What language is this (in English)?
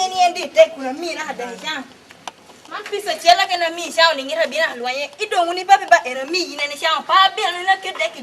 Lango (Uganda)